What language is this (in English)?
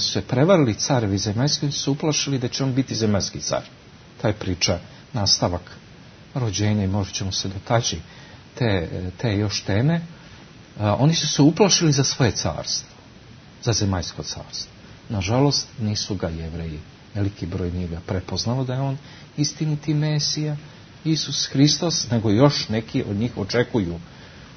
Serbian